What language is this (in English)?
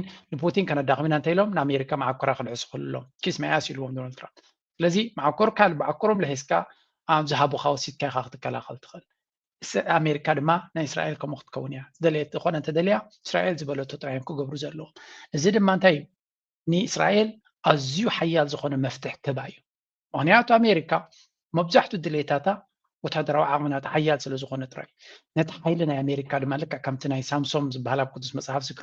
Tigrinya